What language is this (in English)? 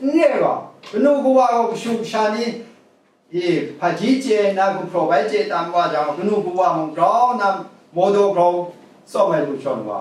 Kachin